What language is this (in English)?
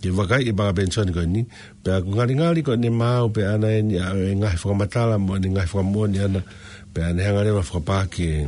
Tongan